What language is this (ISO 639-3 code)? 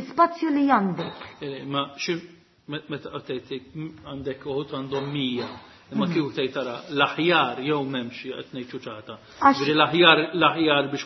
mlt